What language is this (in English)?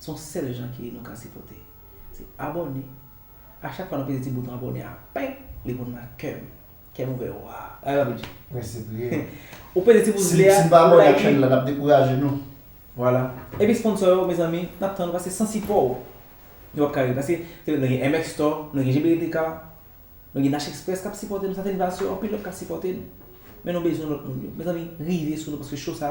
Haitian Creole